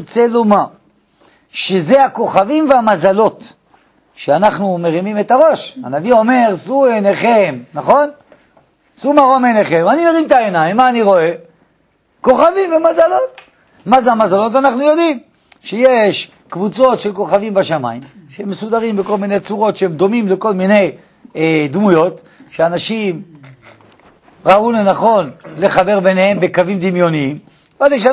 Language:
Hebrew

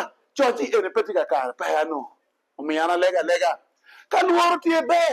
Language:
Acoli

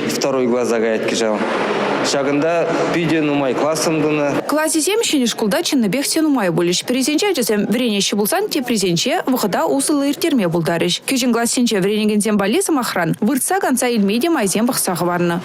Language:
Chuvash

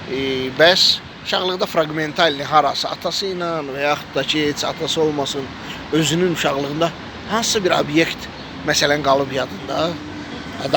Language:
Azerbaijani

